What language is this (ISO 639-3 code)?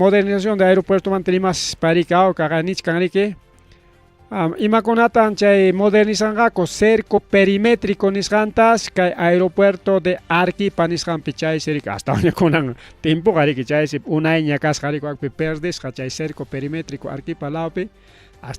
quy